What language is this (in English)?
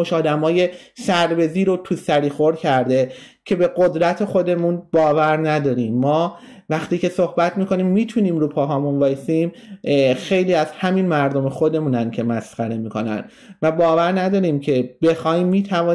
Persian